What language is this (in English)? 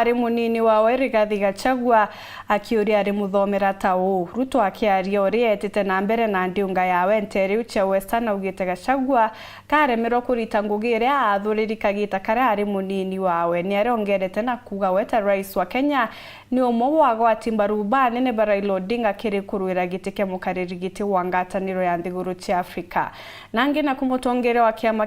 Meru